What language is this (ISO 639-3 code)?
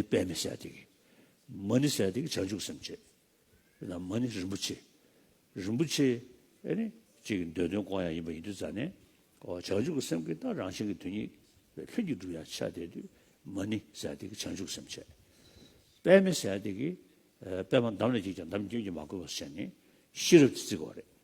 bod